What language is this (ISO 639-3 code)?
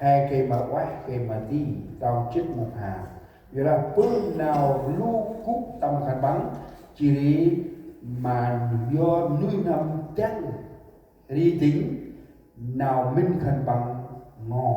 cmo